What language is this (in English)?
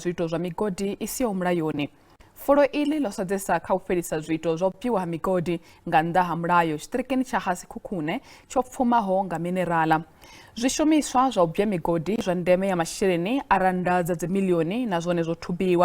Venda